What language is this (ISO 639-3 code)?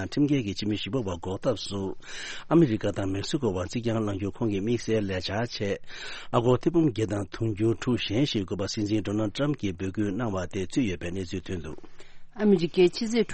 bod